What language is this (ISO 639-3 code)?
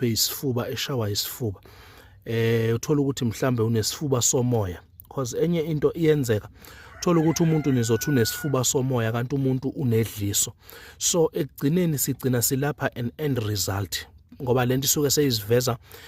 zul